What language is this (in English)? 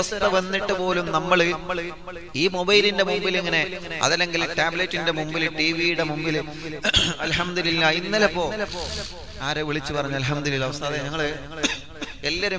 Malayalam